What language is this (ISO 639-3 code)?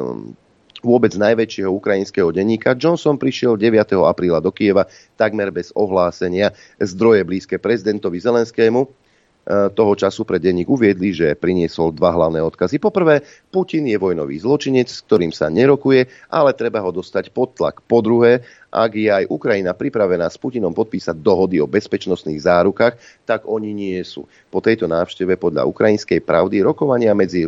slk